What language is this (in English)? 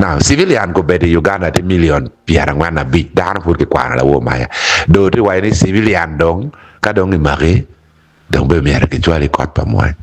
Acoli